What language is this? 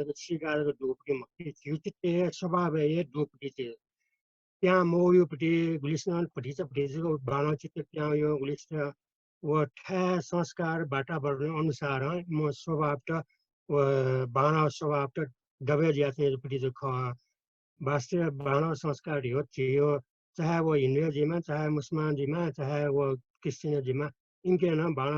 Newari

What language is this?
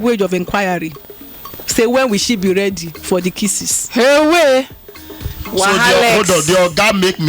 Nigerian Pidgin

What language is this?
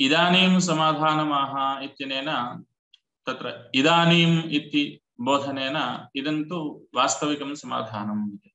Sanskrit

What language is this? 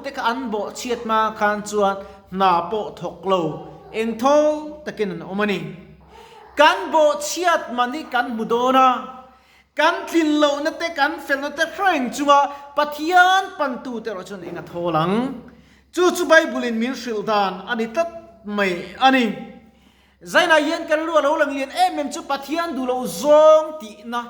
Mizo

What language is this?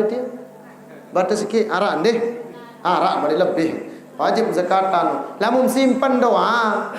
Sasak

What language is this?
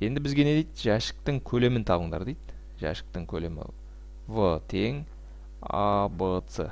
Kazakh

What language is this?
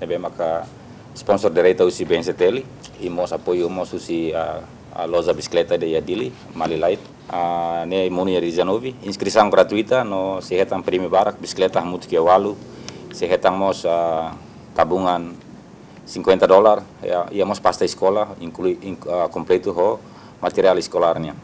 Tetum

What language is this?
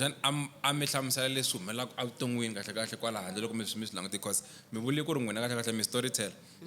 Tsonga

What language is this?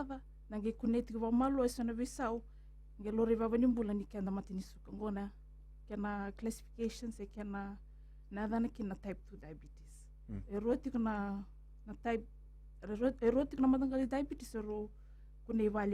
Fijian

